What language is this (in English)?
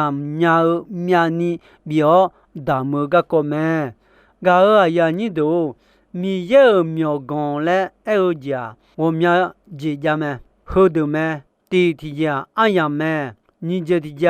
Akha